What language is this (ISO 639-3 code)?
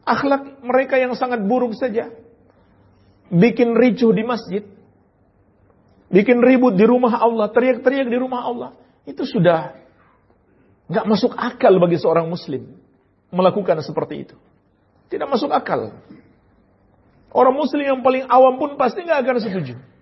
ind